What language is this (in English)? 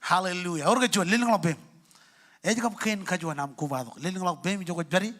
Marshallese